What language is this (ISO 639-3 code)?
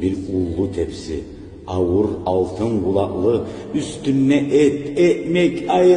kum